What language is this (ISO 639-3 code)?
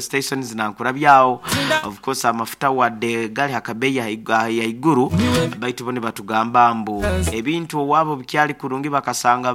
nyo